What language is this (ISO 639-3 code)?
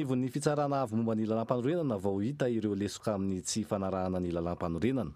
mlg